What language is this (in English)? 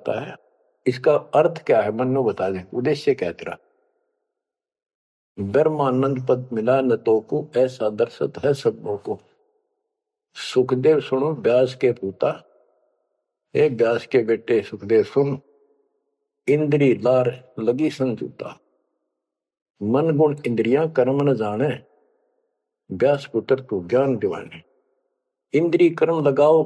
Hindi